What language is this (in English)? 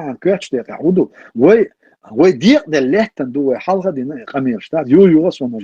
Chechen